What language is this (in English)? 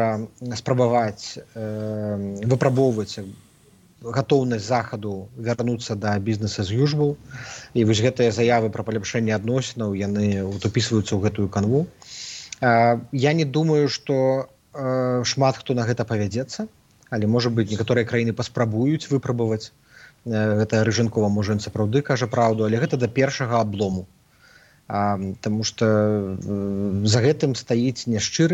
Belarusian